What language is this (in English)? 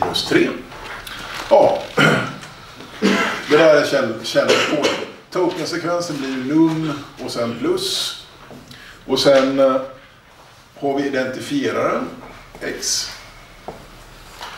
Swedish